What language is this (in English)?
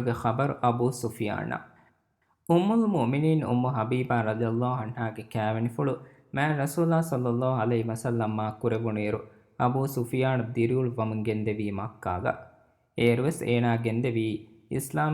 Divehi